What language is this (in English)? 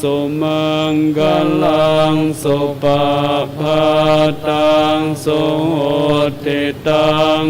Pali